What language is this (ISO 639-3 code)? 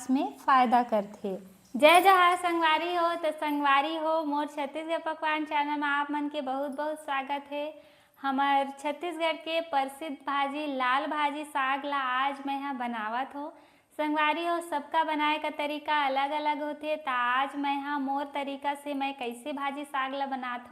hne